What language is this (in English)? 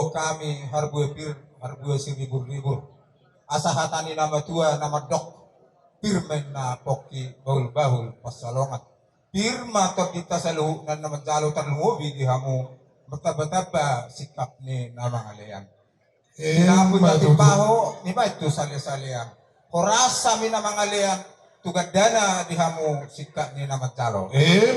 Batak Toba